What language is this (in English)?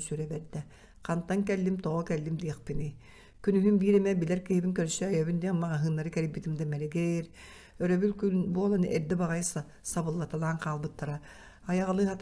Yakut